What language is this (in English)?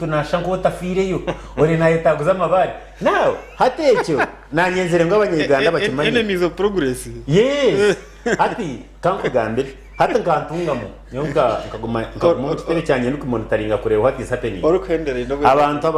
Nyankole